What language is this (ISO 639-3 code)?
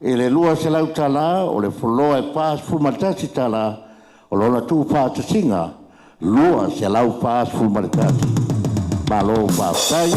smo